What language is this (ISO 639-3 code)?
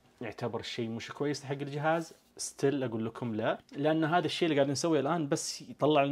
ars